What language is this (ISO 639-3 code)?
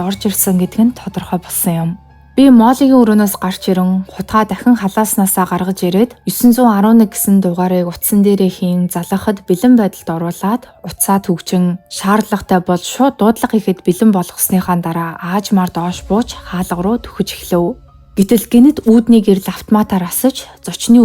mon